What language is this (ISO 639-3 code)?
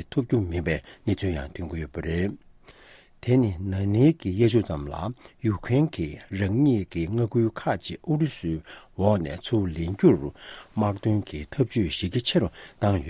bod